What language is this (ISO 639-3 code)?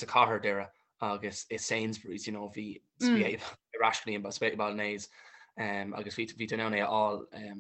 gle